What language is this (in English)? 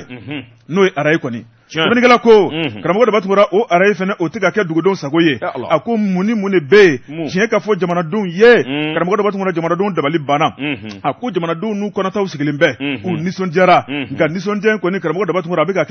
Bambara